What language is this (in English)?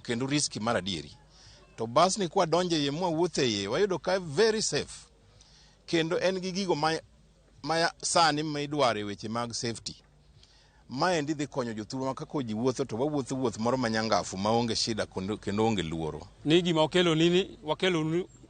Luo (Kenya and Tanzania)